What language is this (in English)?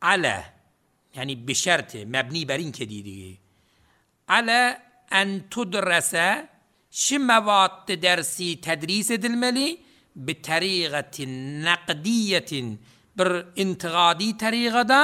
Turkmen